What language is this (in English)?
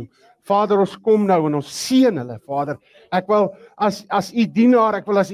Afrikaans